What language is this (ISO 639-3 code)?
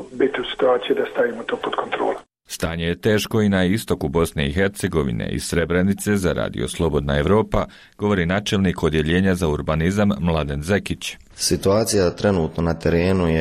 bos